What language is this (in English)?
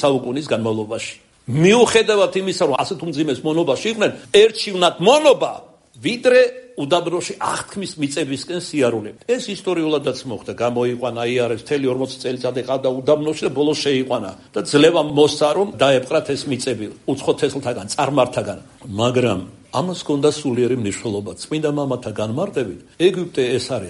Georgian